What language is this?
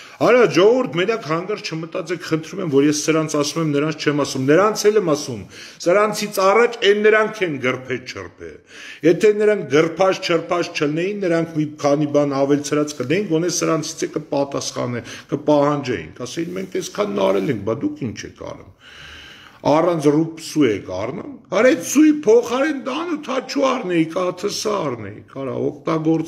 Armenian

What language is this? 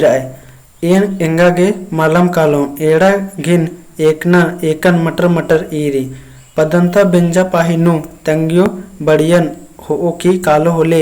Kurukh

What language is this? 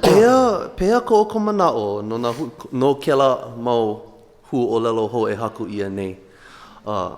Hawaiian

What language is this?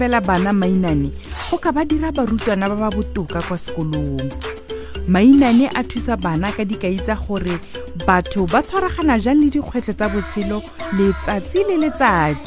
Tswana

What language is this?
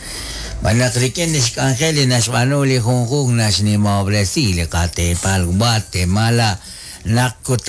Kekchí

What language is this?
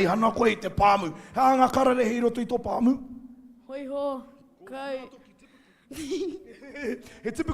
Māori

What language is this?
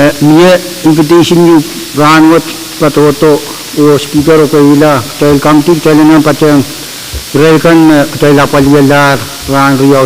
Pohnpeian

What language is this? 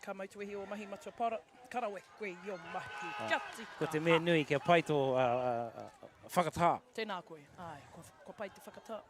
Māori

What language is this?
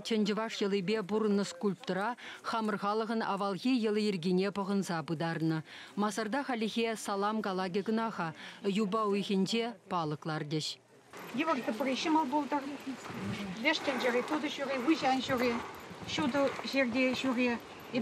Chuvash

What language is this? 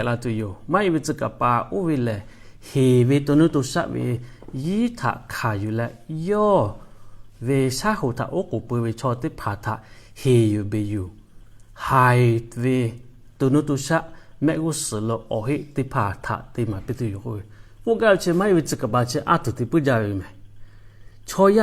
Lahu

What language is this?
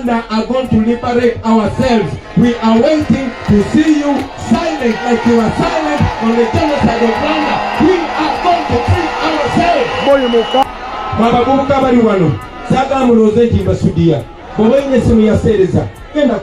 Ganda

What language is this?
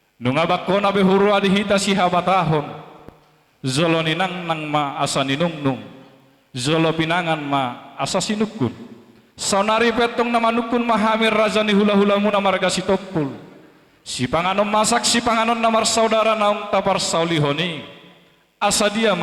Batak Toba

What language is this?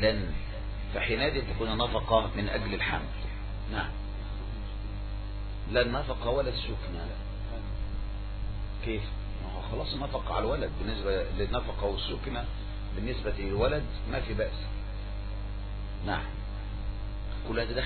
Arabic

